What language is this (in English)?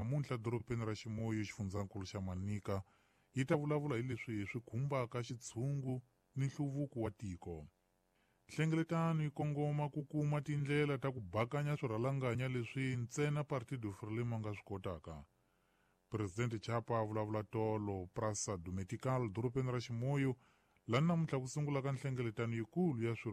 Tsonga